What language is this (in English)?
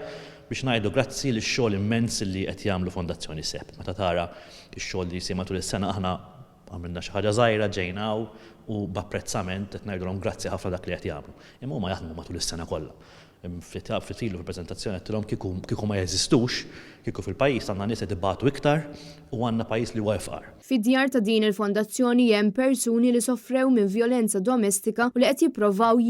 Maltese